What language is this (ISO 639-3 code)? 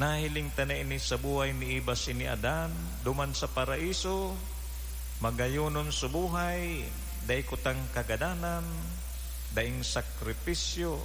bik